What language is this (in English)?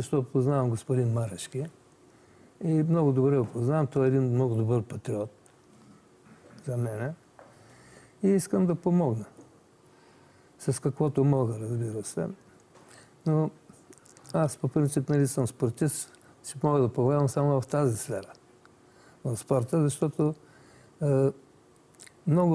Bulgarian